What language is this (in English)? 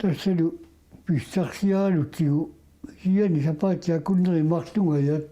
Kalaallisut